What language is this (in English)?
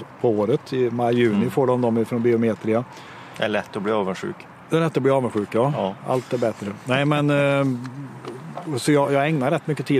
Swedish